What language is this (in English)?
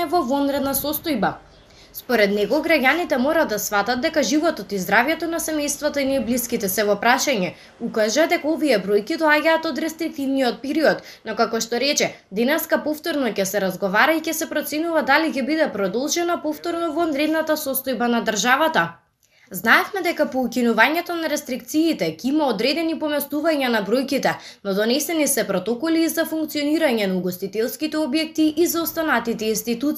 Macedonian